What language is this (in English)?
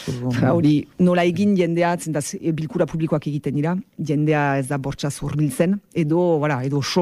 Basque